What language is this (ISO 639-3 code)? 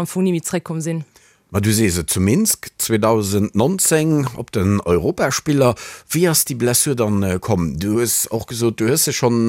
ltz